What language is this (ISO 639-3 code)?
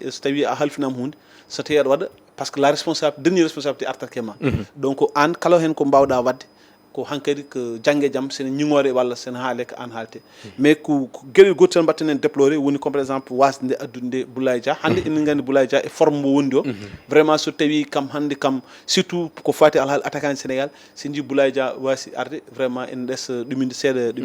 ful